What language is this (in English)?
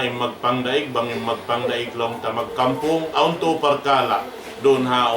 Tausug